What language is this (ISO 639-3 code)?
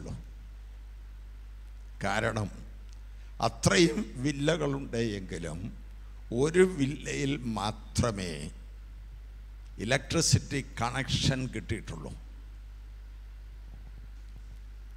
mal